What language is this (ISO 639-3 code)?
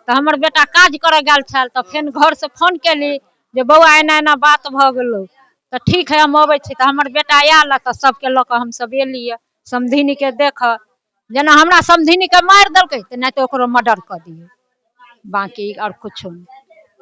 mai